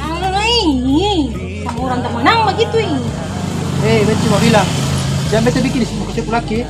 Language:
Ambonese Malay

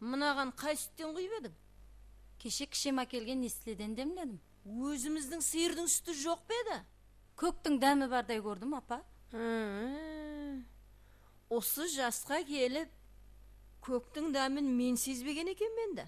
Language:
Kara-Kalpak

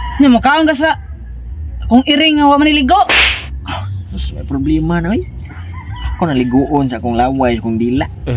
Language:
Cebuano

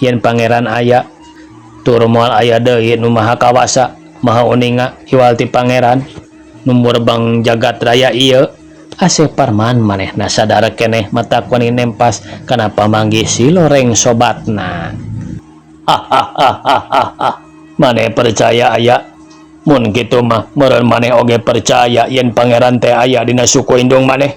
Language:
Sundanese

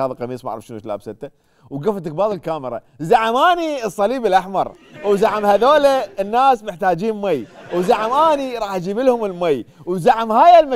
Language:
Mesopotamian Arabic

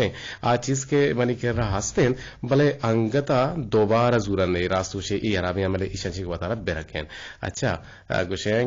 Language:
Eastern Balochi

